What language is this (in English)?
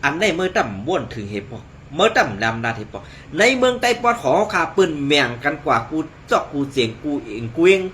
Shan